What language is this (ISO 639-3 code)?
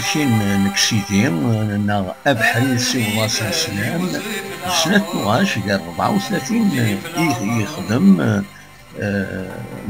kab